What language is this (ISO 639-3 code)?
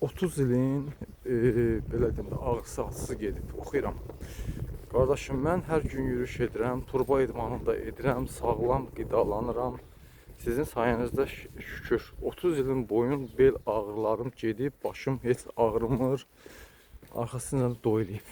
aze